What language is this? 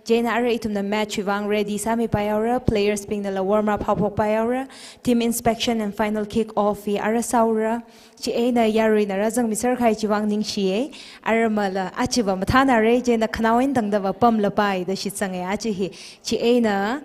Tangkhul Naga (India)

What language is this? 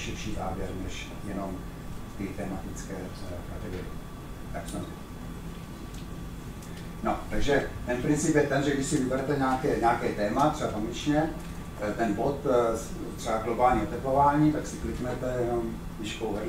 Czech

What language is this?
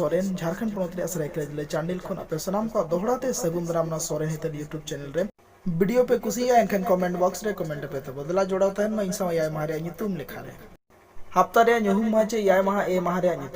Santali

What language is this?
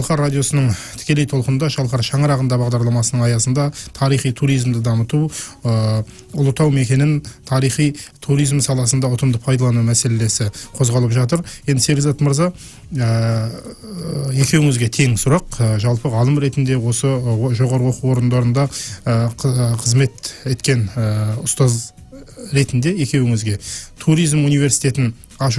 Kazakh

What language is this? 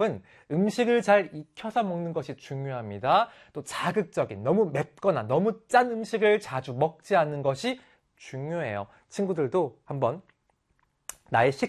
Korean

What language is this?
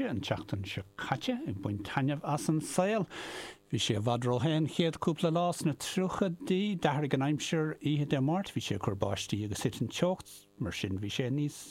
Irish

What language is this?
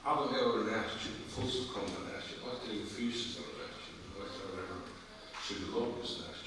Faroese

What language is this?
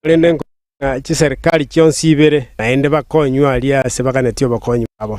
Gusii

